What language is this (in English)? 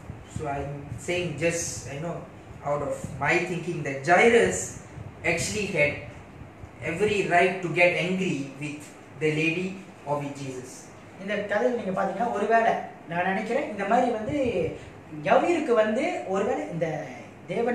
Tamil